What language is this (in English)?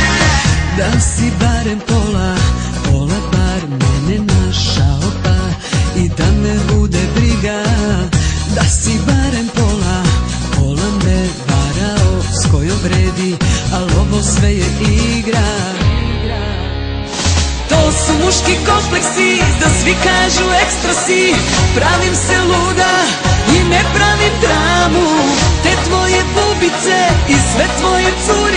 Serbian